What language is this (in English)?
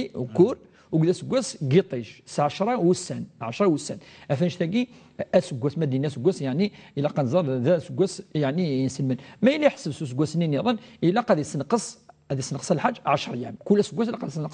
Kabyle